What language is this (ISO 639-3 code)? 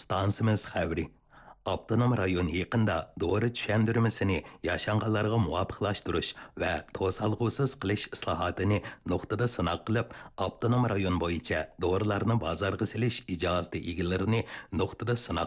uig